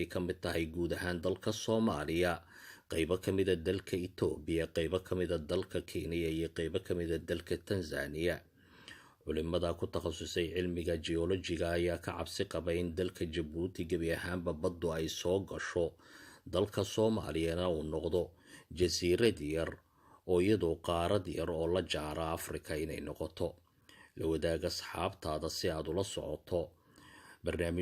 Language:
Somali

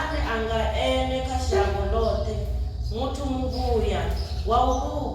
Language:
Venda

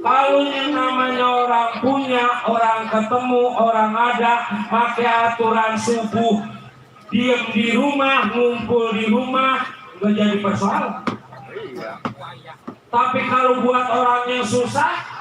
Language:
Betawi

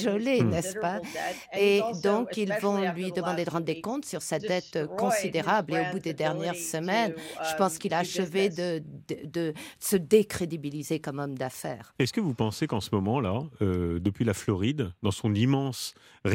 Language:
French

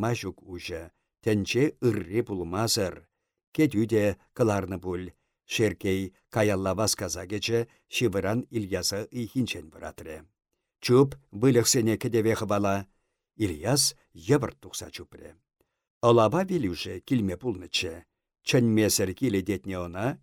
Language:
Chuvash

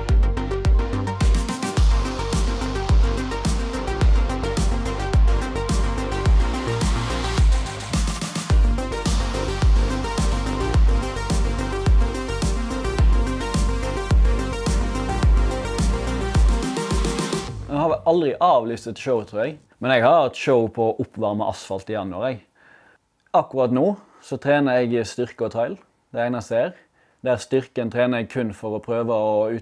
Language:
Norwegian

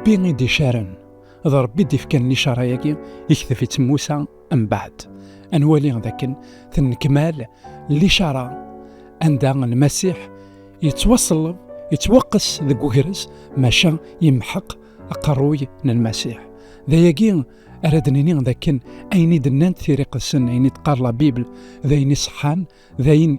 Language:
Kabyle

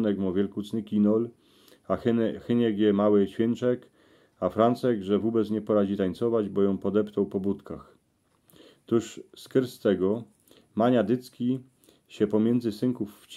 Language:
Silesian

